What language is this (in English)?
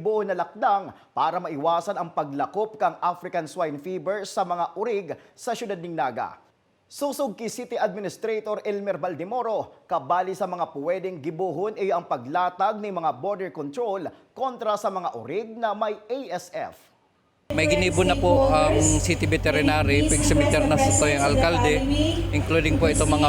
Bikol